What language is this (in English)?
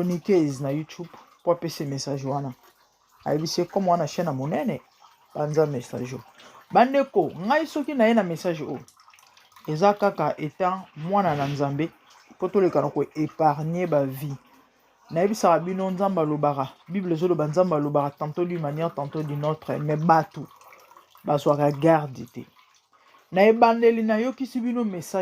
Lingala